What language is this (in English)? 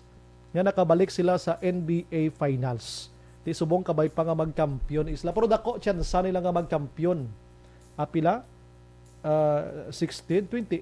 Hiligaynon